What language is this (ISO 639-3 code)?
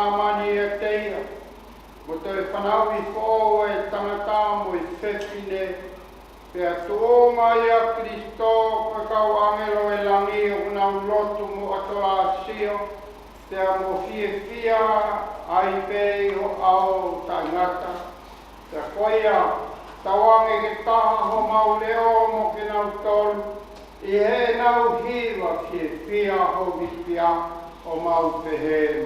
ton